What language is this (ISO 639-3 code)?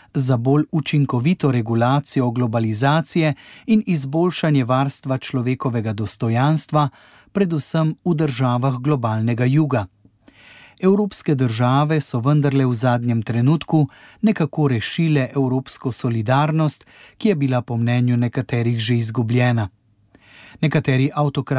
slv